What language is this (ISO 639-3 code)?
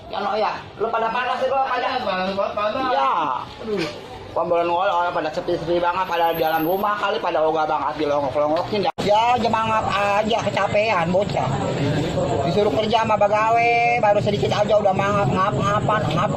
bew